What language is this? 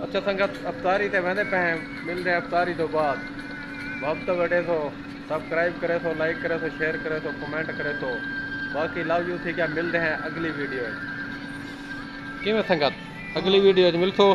Saraiki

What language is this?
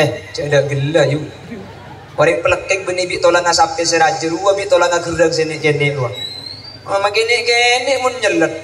Madurese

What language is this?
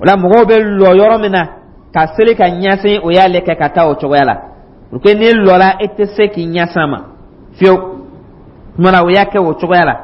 Dyula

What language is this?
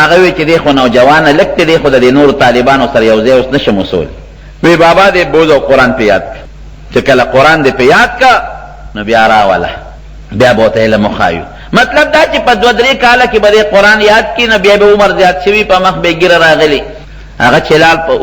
Pashto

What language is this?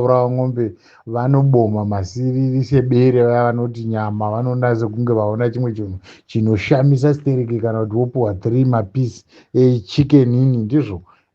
Shona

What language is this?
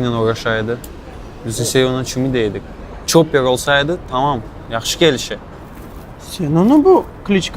Crimean Tatar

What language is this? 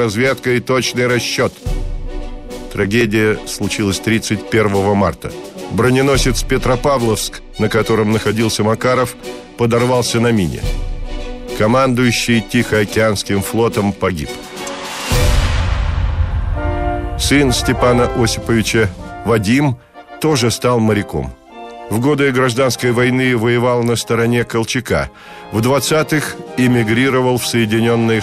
Russian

